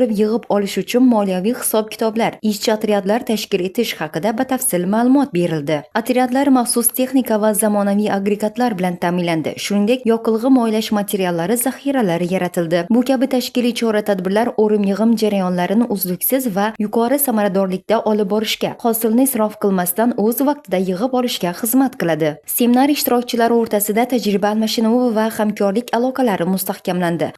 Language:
Uzbek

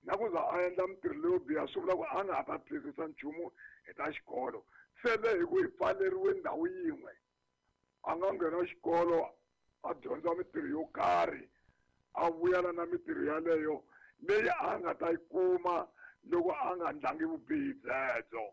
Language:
Tsonga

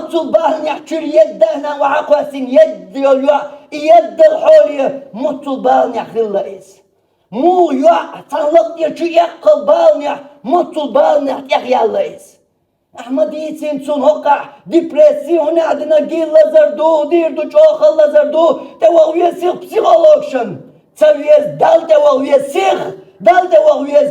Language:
Chechen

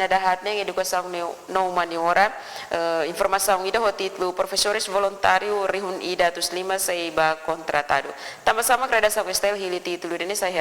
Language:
Tetum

